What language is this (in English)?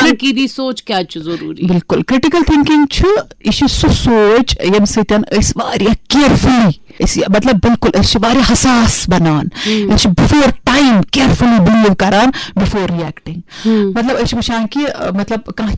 Kashmiri